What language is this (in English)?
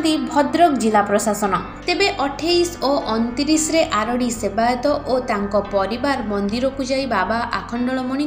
Odia